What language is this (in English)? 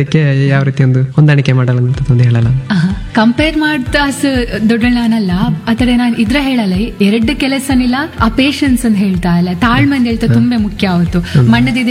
Kannada